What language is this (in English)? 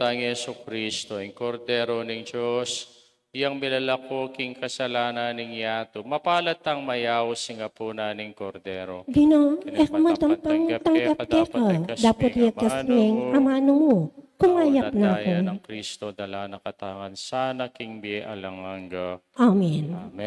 Pampanga